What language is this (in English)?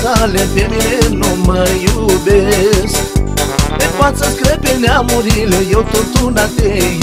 Romanian